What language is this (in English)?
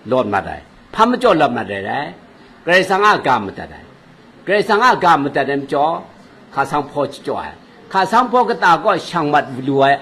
Kachin